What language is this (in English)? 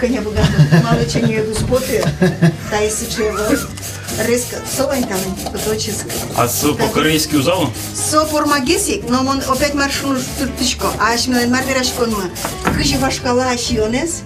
Udmurt